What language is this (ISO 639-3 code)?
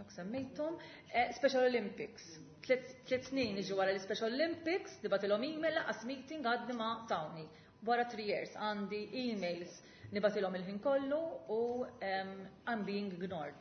mlt